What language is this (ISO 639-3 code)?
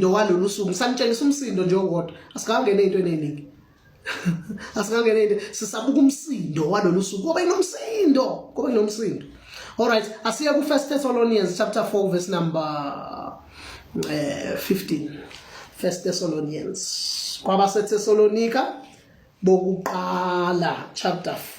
zul